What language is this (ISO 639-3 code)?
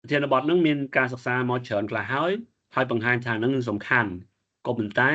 khm